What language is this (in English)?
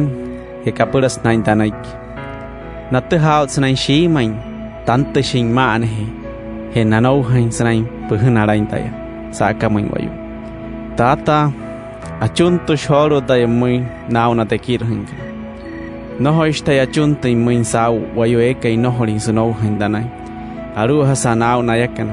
Wayuu